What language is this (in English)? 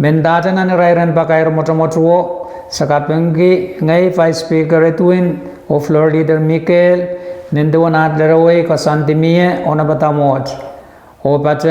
Pohnpeian